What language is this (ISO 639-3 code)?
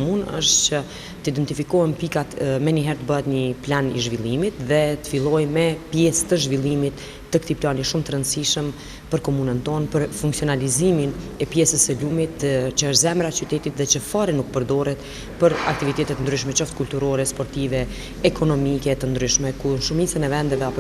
sqi